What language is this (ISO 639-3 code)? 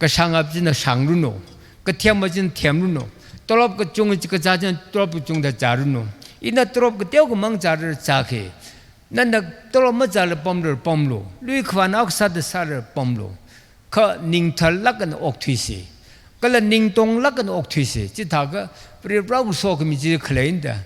nmf